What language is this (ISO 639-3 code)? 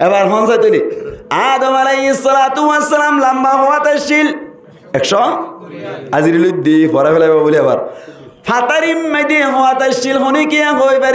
rhg